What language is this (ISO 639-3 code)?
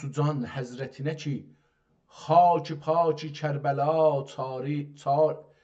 azb